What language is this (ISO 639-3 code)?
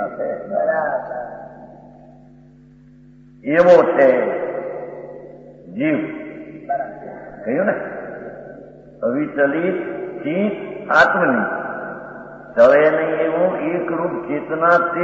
guj